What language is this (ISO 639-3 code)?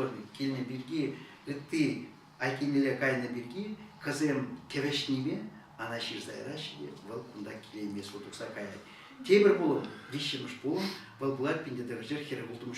chv